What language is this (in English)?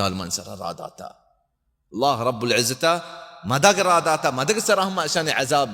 Baluchi